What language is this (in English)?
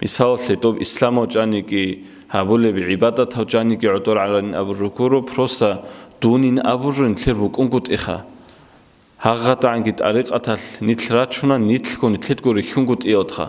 Avaric